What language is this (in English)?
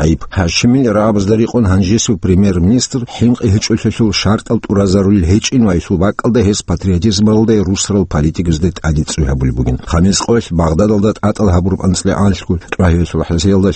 Avaric